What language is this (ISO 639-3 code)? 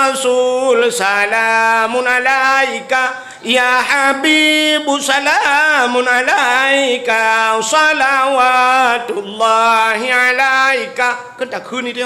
ace